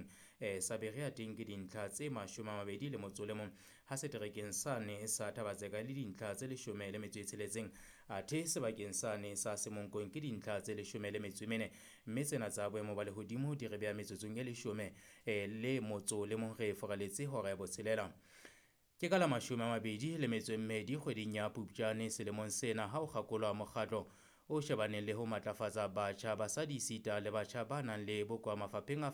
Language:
Southern Sotho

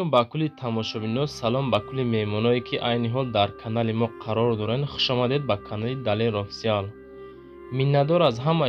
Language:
Tajik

